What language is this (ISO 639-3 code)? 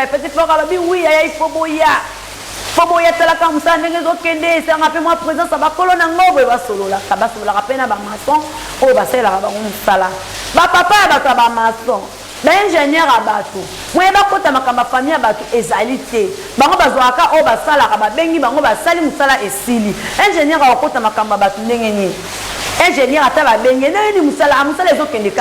lin